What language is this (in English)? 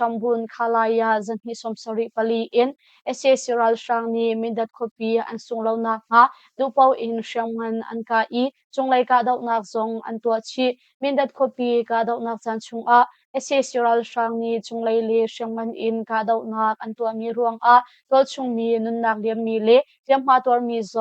Hakha Chin